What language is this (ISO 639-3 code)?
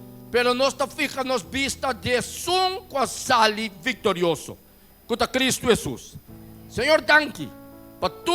pap